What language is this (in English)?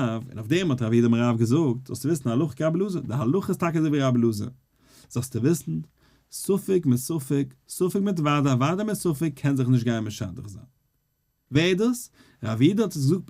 Yiddish